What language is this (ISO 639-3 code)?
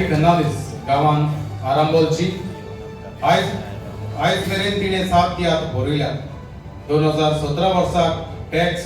kok